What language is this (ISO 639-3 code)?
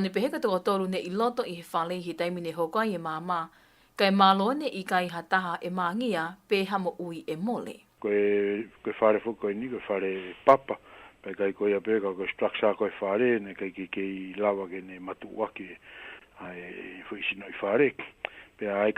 ton